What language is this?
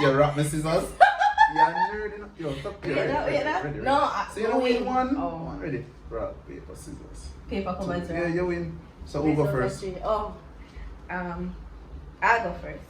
Jamaican Creole English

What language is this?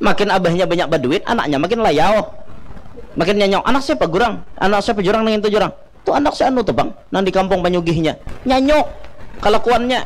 Banjar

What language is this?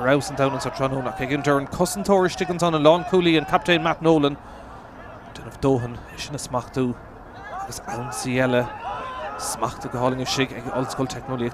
Irish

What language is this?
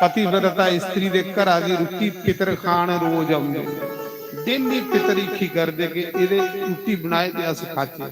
Dogri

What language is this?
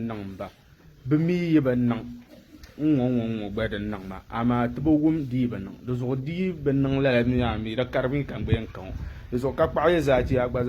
Dagbani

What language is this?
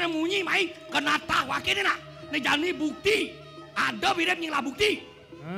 Balinese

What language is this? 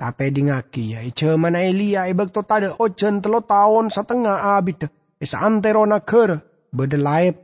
Madurese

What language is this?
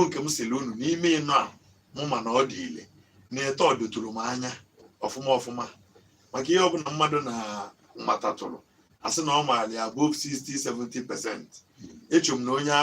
Igbo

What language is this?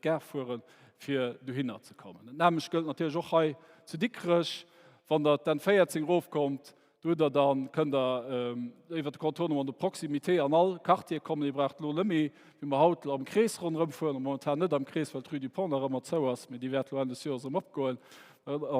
Luxembourgish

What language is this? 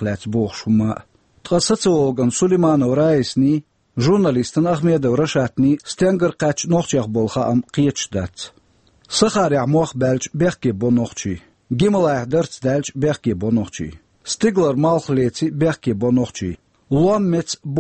Chechen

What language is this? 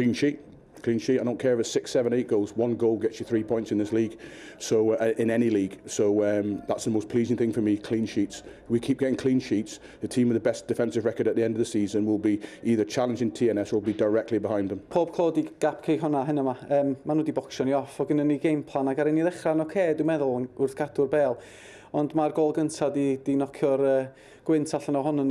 Welsh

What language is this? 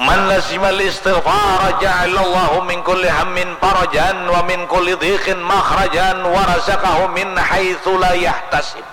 Banjar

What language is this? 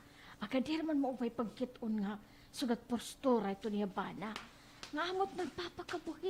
Waray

